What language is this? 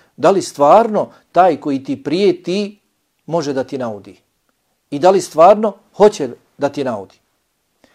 Bosnian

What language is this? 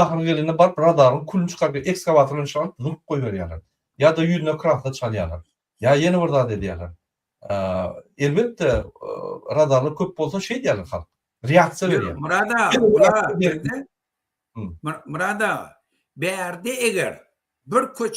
Turkmen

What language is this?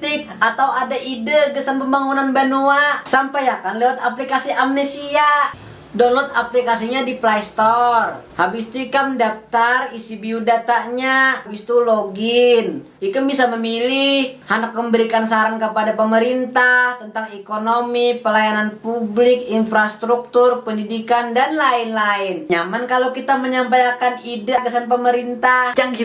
Banjar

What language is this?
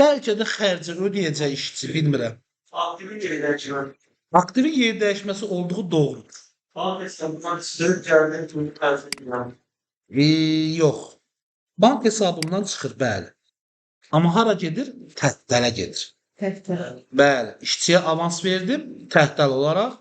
Azerbaijani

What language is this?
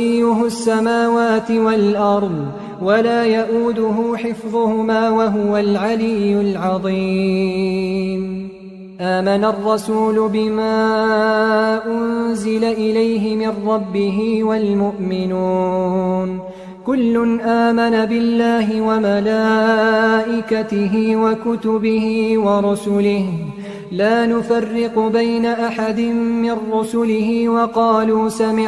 Arabic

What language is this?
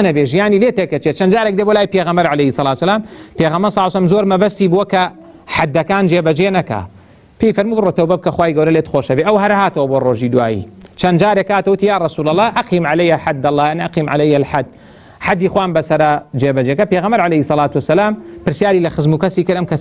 Central Kurdish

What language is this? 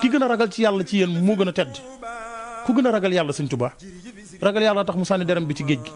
Wolof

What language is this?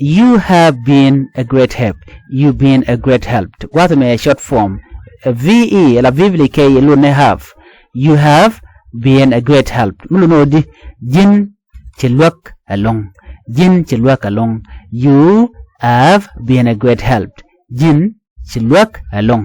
Nuer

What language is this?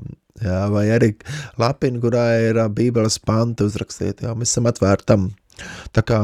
Latvian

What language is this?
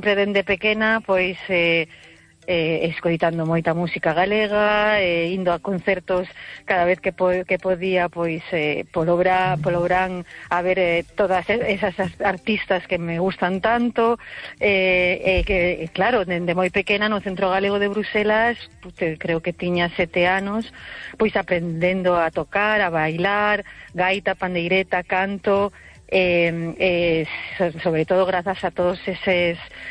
Galician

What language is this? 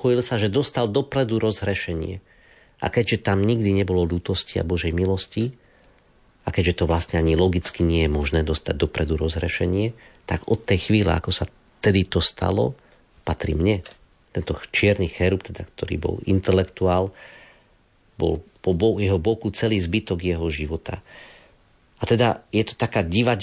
Slovak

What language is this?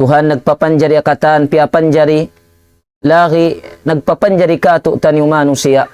Tausug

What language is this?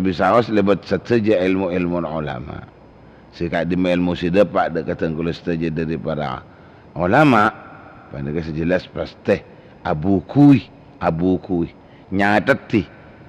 Madurese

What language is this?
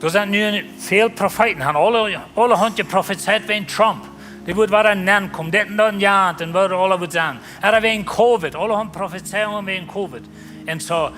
Plautdietsch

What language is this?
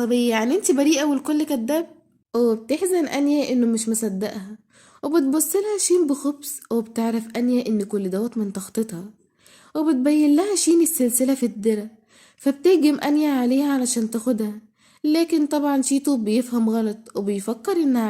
Egyptian Arabic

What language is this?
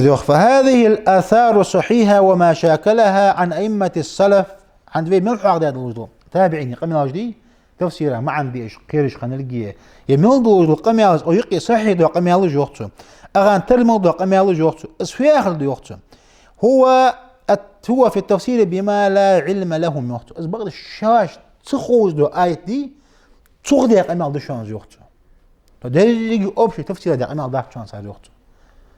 Ingush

